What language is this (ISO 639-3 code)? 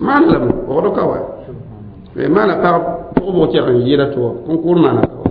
mos